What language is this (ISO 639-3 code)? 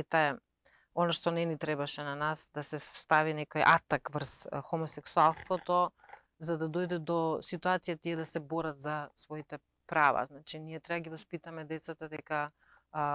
mkd